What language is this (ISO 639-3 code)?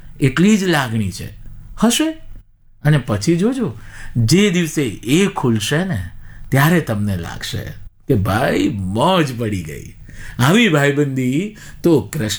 guj